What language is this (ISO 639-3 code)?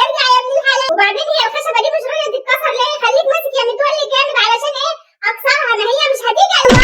arz